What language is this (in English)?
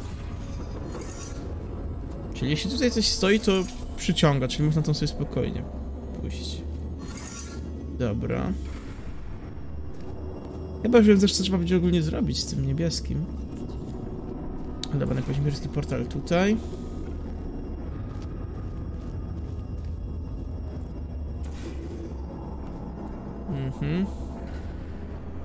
Polish